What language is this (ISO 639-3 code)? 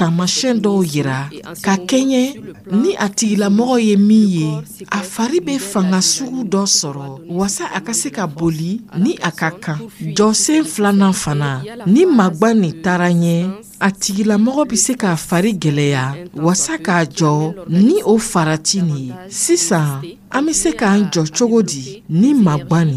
dyu